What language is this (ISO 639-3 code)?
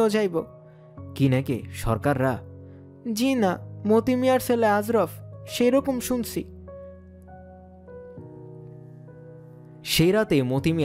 ben